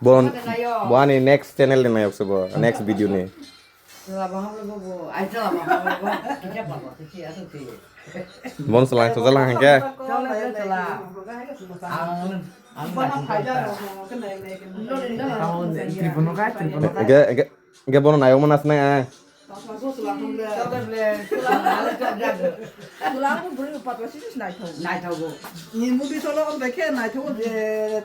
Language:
Kok Borok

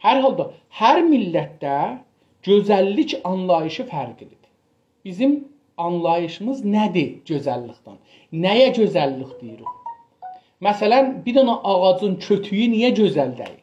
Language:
South Azerbaijani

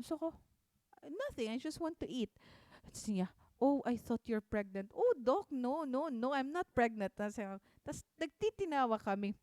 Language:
Waray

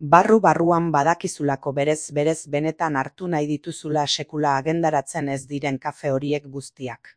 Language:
Basque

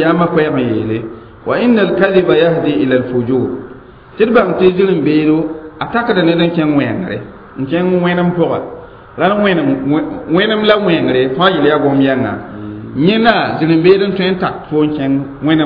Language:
Mossi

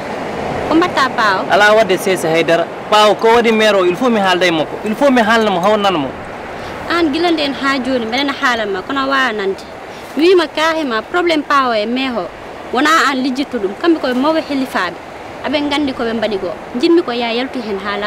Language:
Fula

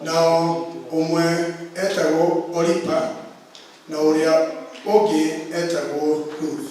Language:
Kikuyu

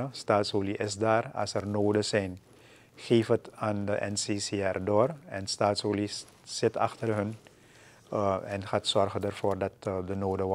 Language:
Dutch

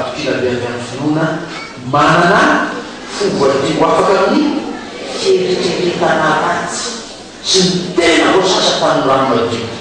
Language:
Malagasy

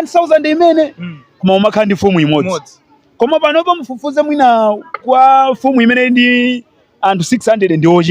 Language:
Nyanja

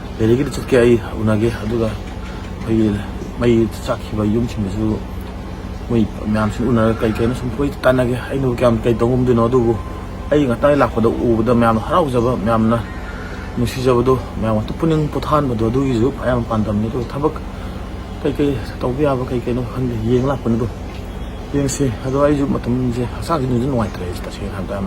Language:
Manipuri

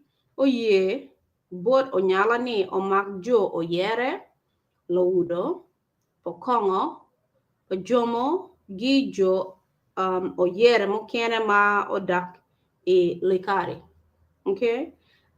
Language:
Acoli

